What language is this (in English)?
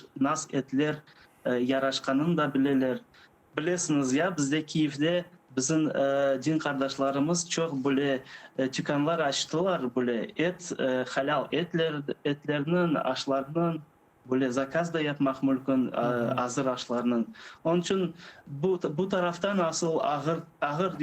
Crimean Tatar